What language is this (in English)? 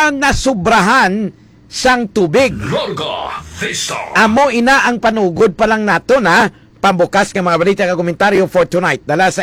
Hiligaynon